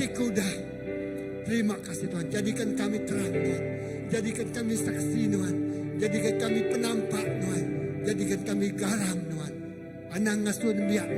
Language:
Iban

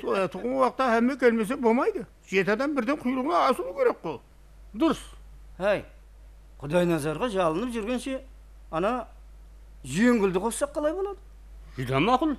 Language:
Kara-Kalpak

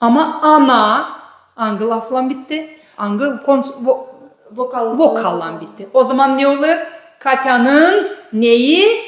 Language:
Gagauz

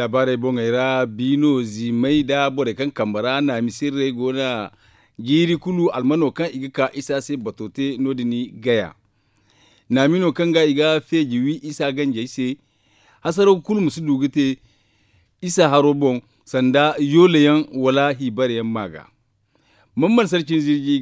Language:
Zarma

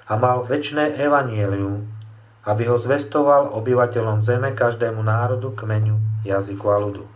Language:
Slovak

